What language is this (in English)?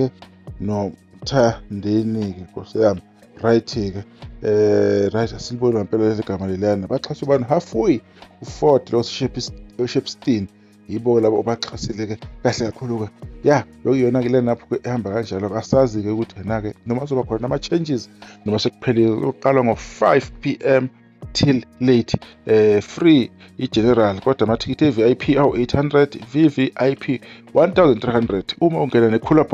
Zulu